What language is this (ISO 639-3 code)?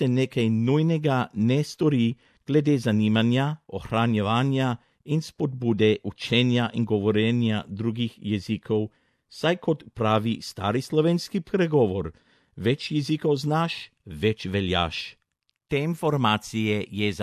slv